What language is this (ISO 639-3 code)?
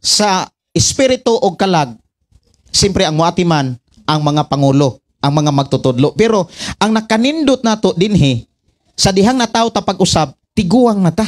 ceb